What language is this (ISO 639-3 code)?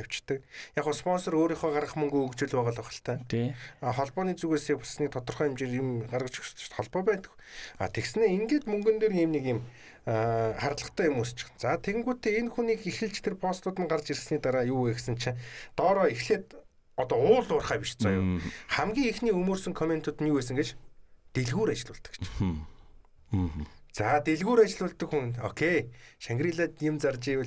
mon